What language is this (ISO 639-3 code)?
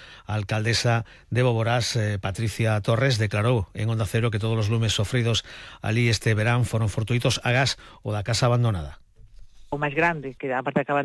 glg